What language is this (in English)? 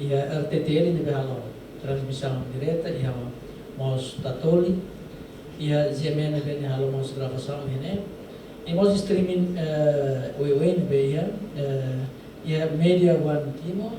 Tetum